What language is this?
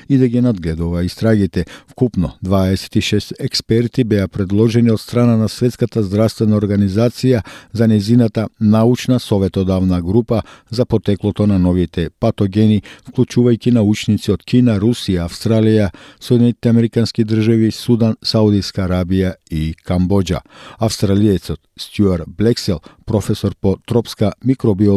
Macedonian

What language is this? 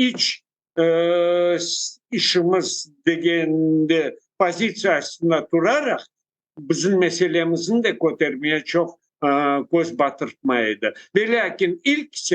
Crimean Tatar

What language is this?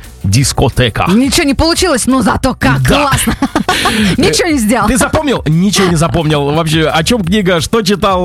Russian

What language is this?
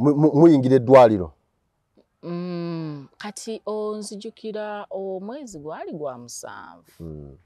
Ganda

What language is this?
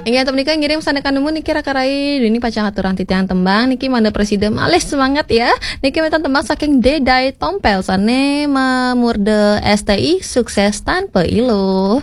Balinese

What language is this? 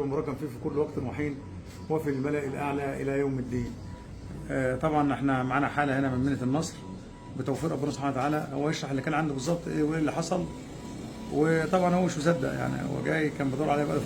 Egyptian Arabic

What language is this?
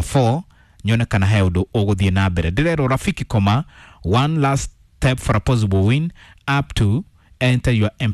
Kikuyu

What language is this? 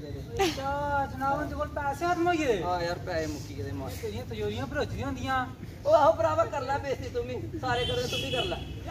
Dogri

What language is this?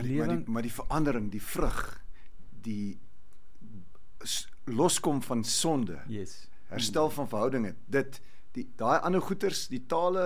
Afrikaans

